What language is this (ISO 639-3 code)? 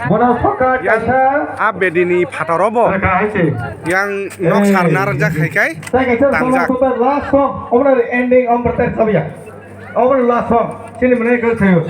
trp